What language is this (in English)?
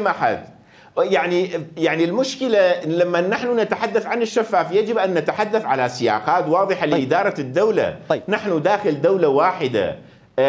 Mesopotamian Arabic